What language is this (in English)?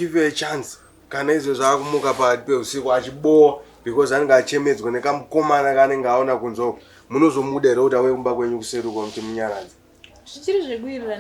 Shona